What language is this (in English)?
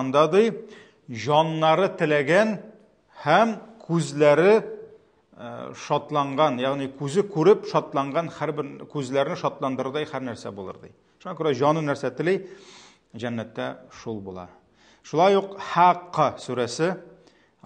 Tatar